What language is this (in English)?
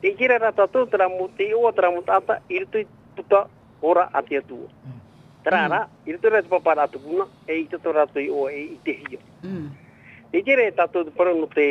Tahitian